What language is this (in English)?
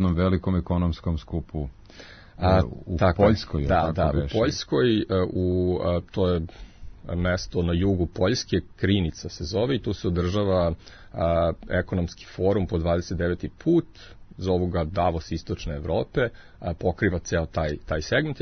Serbian